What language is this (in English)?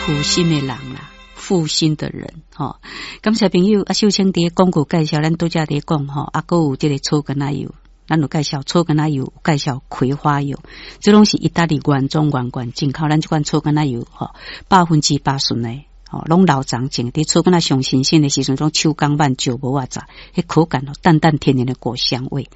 Min Nan Chinese